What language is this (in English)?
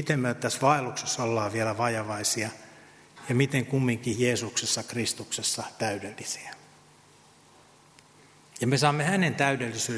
Finnish